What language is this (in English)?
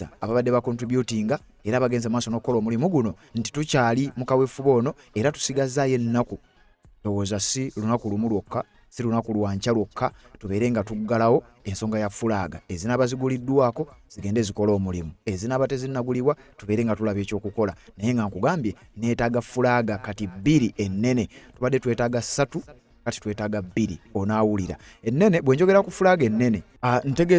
Ganda